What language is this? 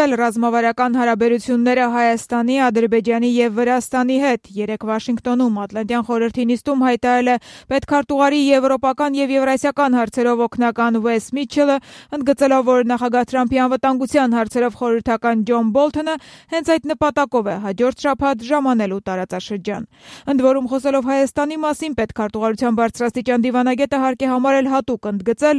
Armenian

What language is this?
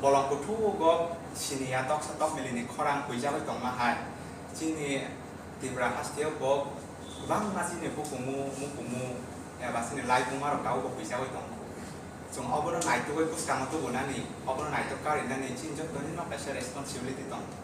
Kok Borok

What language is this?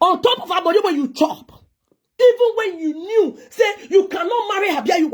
Nigerian Pidgin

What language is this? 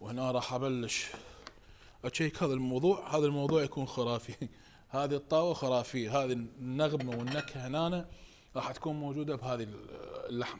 Mesopotamian Arabic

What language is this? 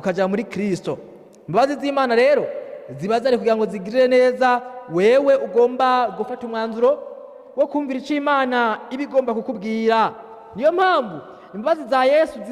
Rundi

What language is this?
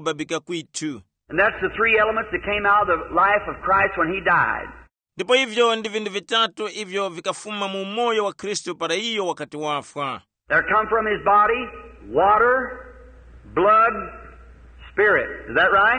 Tumbuka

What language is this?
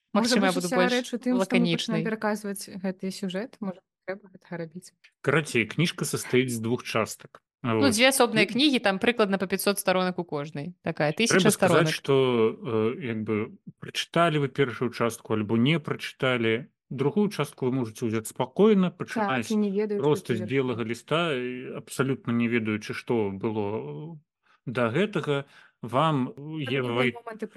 Belarusian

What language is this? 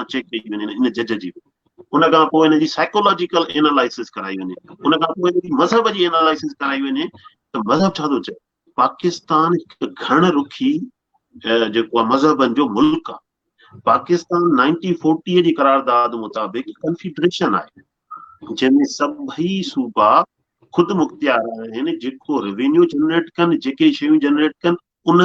Sindhi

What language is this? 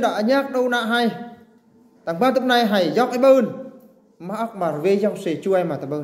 Eastern Bru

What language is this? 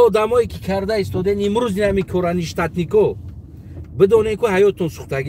Tajik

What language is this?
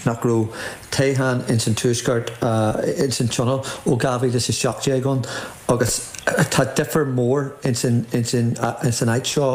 Irish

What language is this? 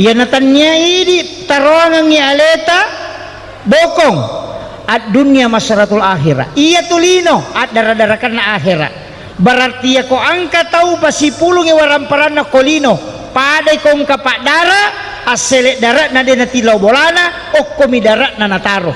Buginese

